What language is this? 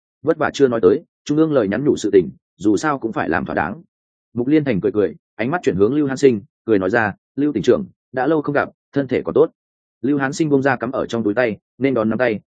Vietnamese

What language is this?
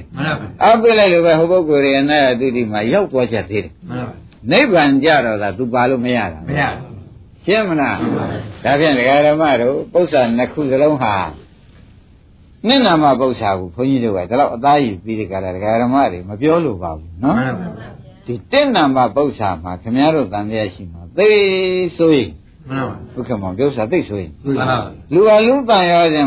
Burmese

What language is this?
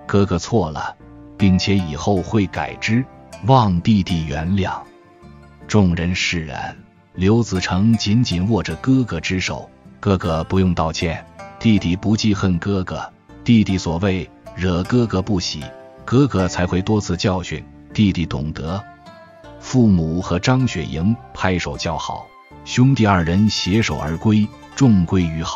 Chinese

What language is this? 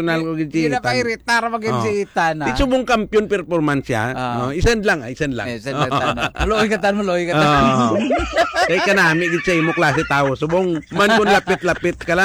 Hiligaynon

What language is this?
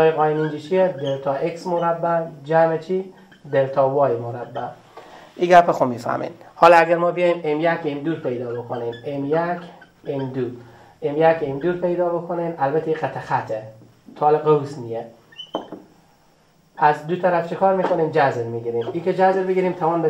Persian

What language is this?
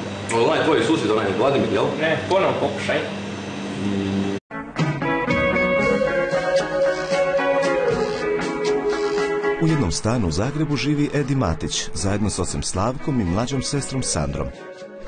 Croatian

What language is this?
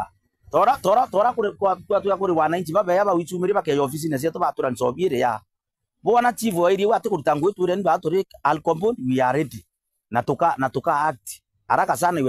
Meru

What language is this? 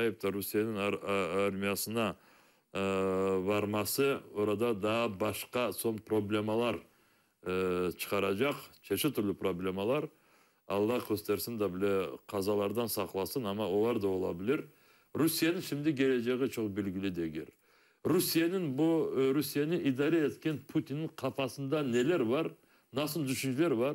Crimean Tatar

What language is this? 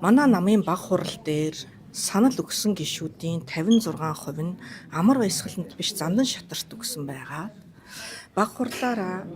Mongolian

